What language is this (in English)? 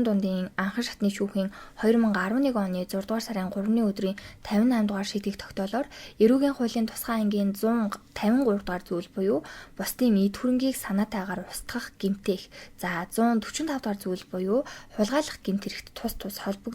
Mongolian